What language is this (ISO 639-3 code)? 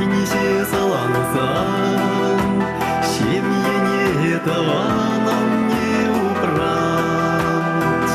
chv